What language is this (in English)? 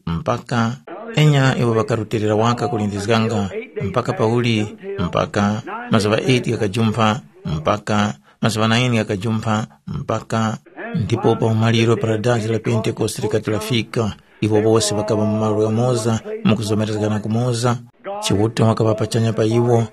Tumbuka